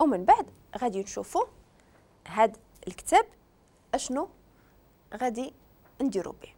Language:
Moroccan Arabic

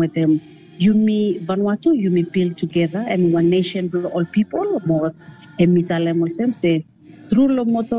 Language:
Bislama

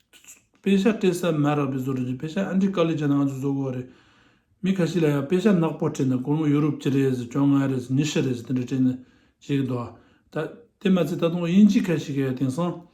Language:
Tibetan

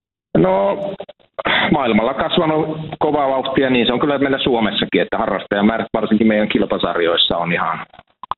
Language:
Finnish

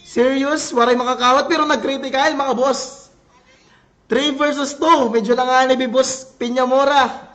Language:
Waray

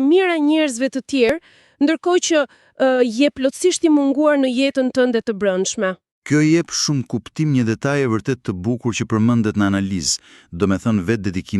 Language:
Albanian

